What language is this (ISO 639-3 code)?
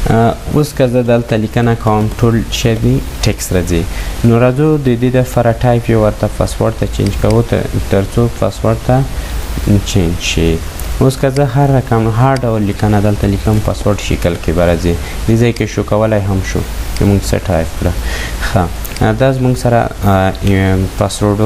pus